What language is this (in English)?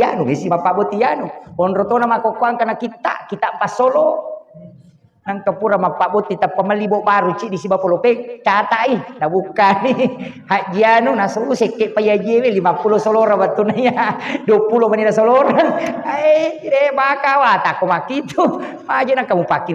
Buginese